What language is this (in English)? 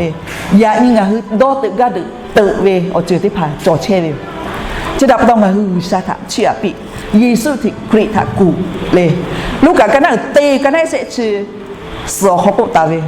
Lahu